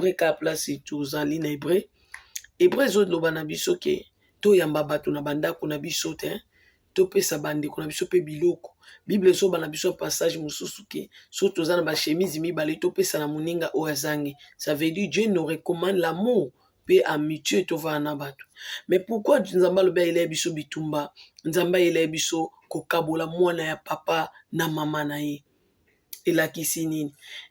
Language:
Lingala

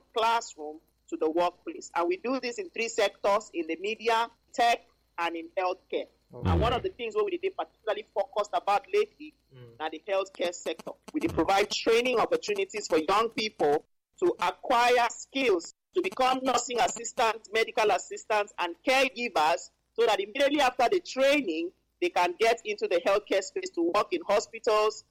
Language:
Nigerian Pidgin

